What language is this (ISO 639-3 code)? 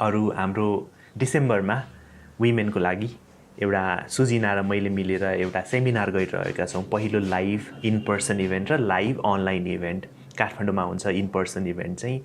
nep